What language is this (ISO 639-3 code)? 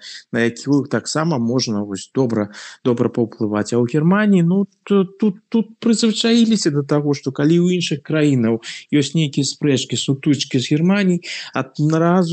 bel